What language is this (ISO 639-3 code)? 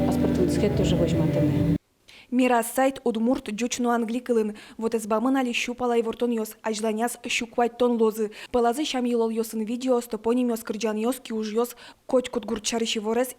udm